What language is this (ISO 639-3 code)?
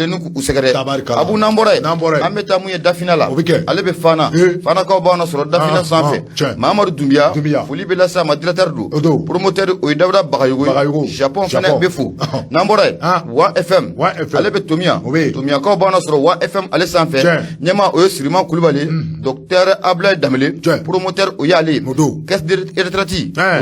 bam